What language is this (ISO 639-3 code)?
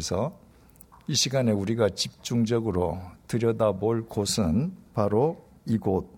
kor